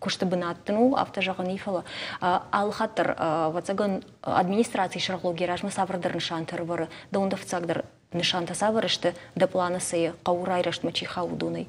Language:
Ossetic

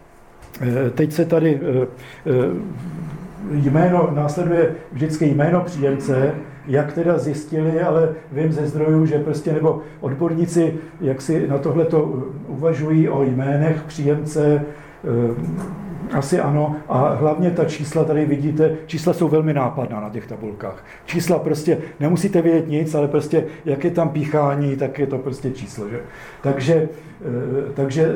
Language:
Czech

